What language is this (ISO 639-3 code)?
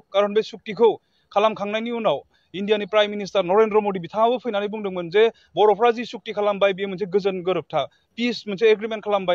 brx